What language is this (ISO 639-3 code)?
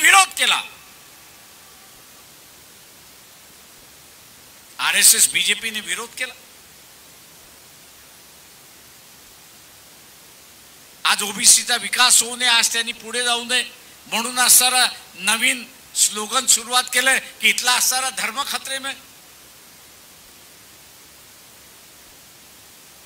mar